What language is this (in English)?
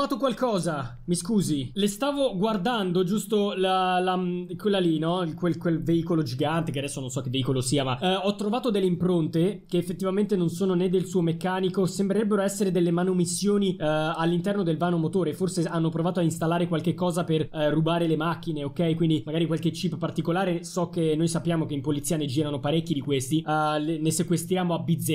Italian